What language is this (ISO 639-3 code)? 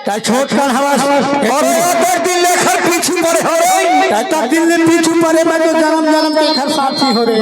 hne